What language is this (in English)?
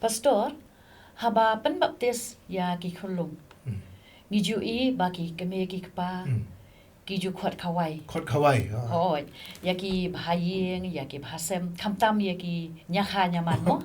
Khasi